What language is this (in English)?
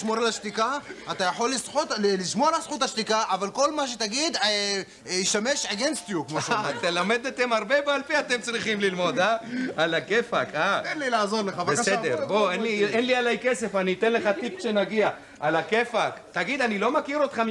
Hebrew